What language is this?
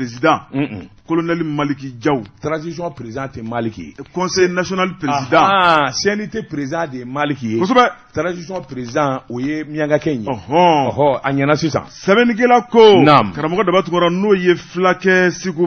Bambara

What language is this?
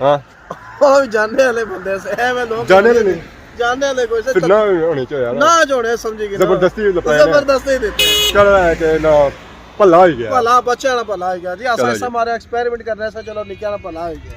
Pahari-Potwari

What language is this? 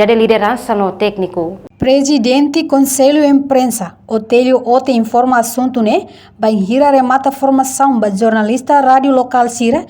Tetum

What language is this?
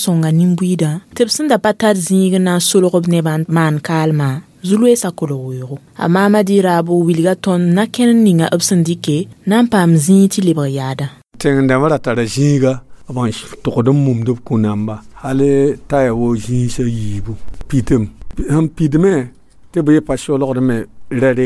Mossi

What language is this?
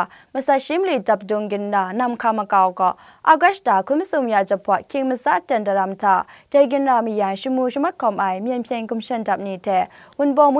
Kachin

